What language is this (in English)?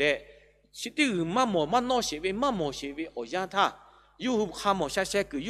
Lahu